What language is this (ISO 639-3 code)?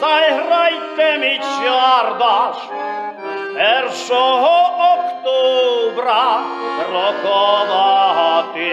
rue